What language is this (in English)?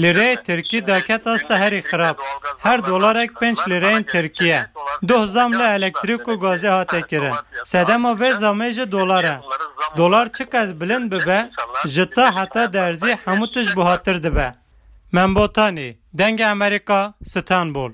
Kurdish